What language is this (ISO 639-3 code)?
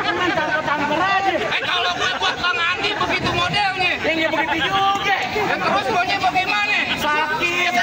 bew